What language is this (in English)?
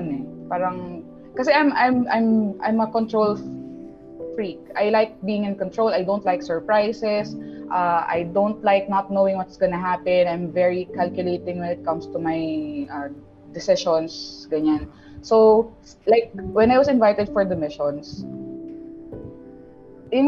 Filipino